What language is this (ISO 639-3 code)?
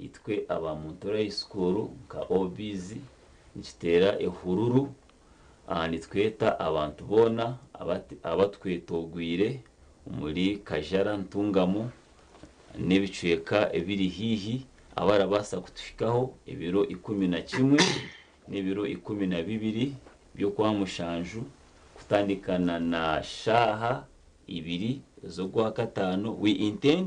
nyn